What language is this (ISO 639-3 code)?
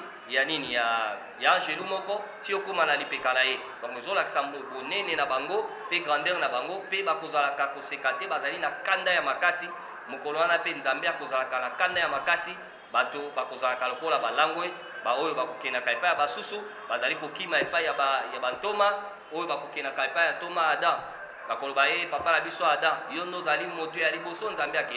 lin